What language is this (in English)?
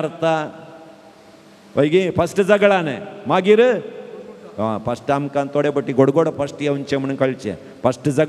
Konkani